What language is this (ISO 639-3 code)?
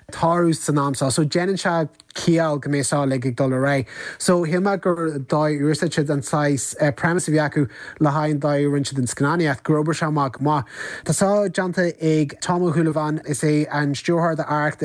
gle